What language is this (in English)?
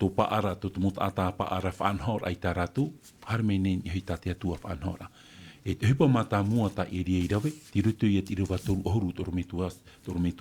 Tahitian